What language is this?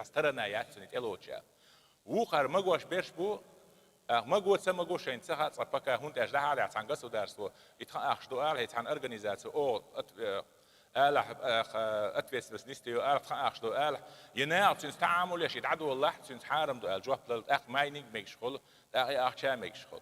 Chechen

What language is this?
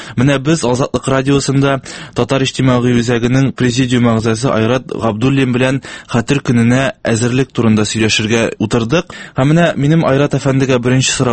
Tatar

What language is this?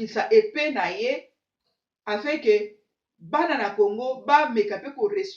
Lingala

